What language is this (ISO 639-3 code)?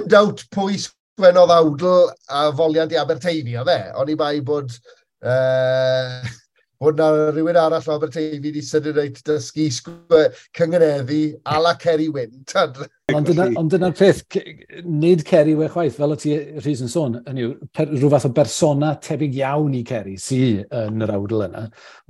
cym